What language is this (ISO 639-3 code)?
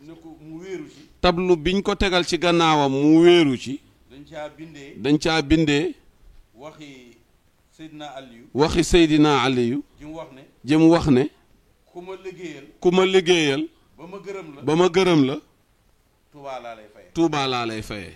wol